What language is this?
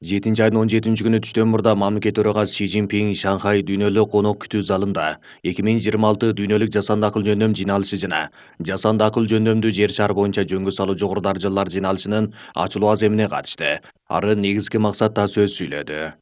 Kyrgyz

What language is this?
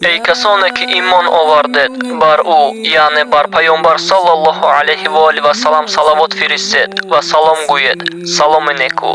Tajik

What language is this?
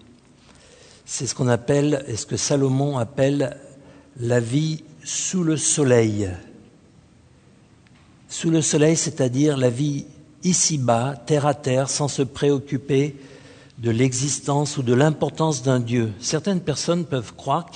French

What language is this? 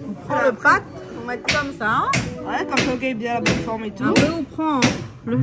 Réunion Creole French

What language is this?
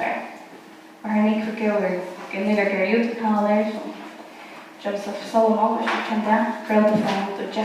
Faroese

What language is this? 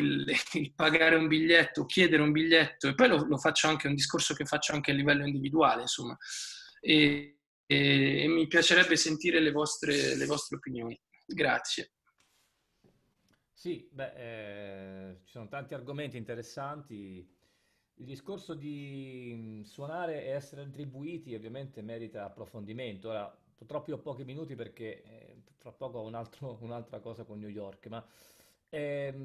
Italian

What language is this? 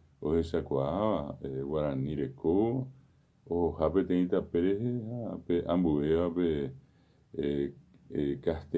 Guarani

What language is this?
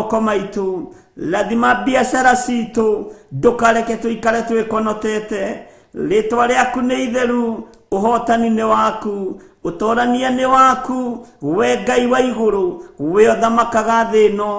Kikuyu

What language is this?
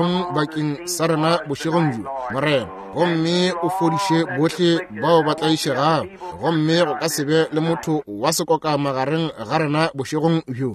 Northern Sotho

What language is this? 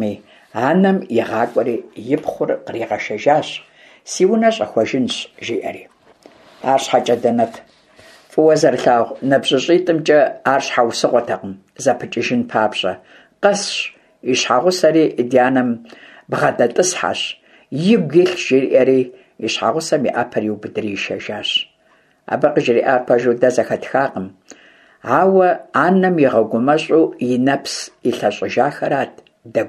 Kabardian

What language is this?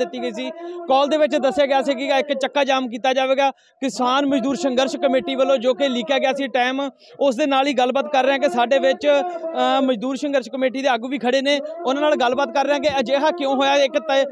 Punjabi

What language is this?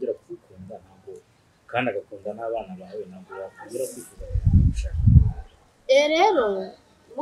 Kinyarwanda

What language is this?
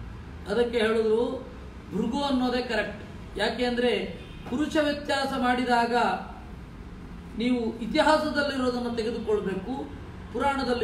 Kannada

